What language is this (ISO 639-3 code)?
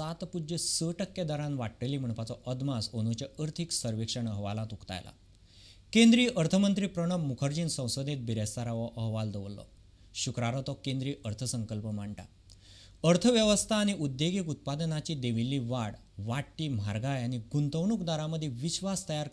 kok